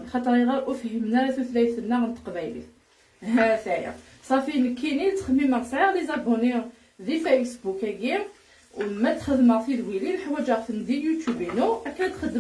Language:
Kabyle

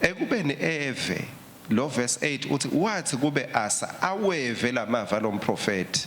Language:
Swati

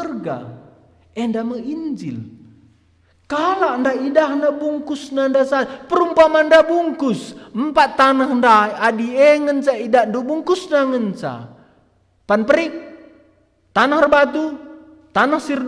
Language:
Batak Karo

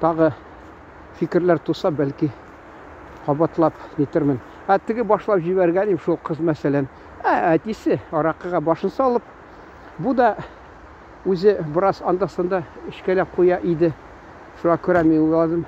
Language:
Tatar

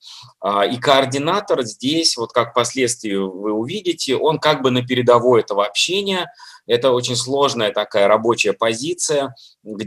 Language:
Russian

